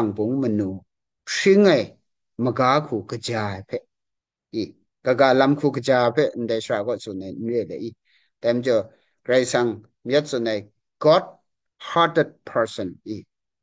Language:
Kachin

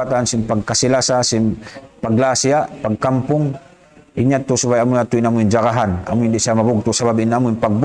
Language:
Tausug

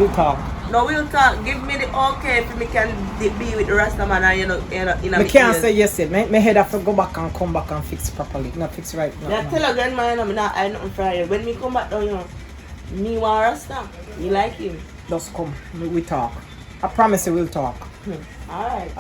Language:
Jamaican Creole English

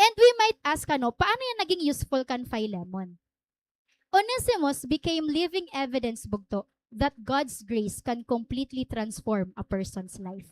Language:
Waray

